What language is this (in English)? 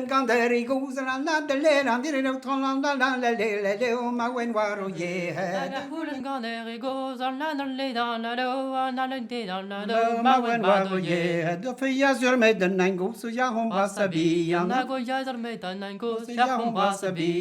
Breton